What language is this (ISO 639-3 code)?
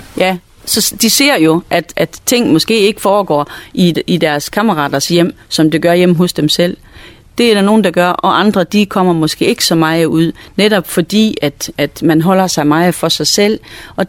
dan